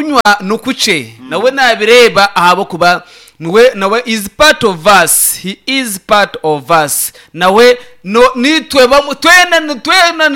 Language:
Nyankole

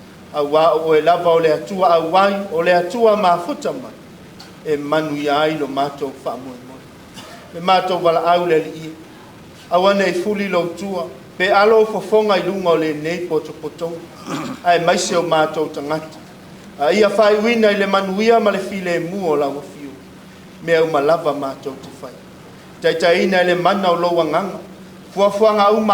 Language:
Samoan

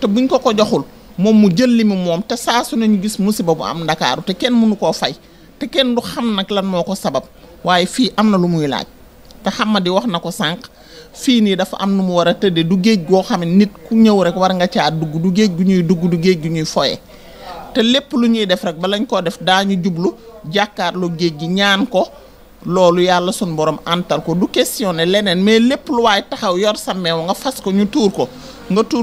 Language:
Wolof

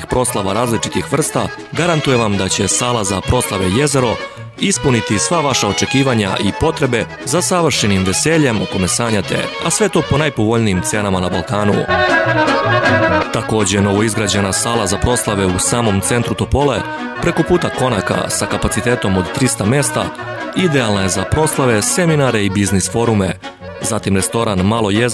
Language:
Serbian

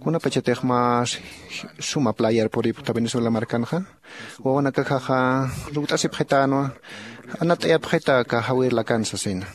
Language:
Aymara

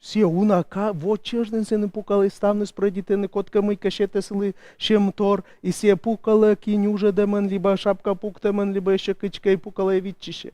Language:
Komi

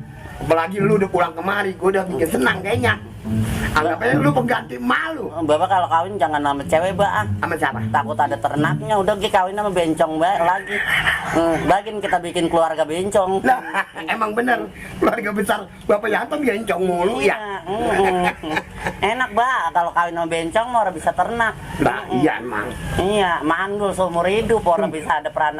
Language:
Betawi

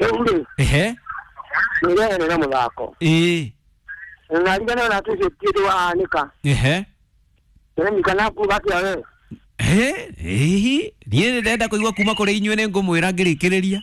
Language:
Kikuyu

